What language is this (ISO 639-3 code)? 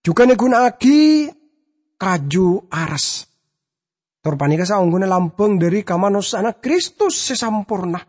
mad